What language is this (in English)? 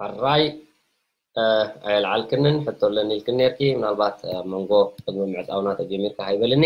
Tigrinya